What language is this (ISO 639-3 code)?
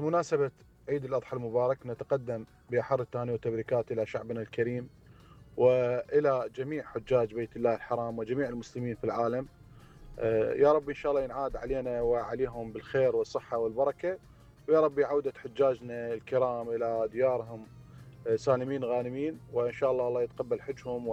acm